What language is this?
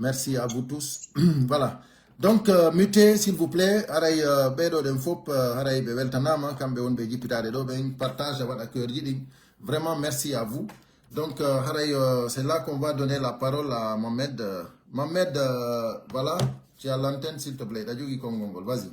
Pular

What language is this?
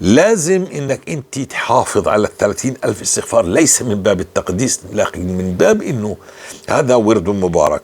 North Levantine Arabic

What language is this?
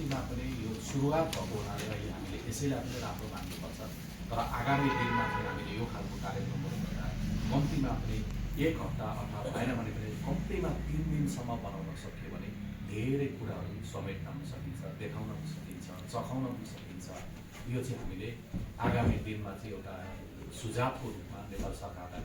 Nepali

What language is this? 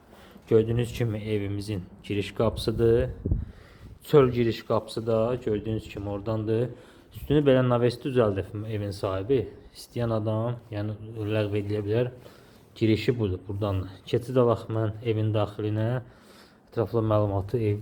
Azerbaijani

